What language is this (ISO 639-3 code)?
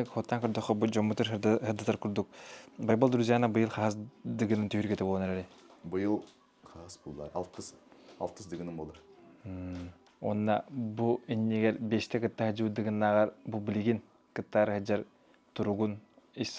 sah